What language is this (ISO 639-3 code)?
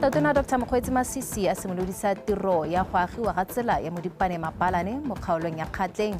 tsn